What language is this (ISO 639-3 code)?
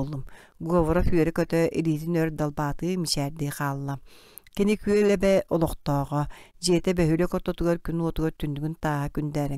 sah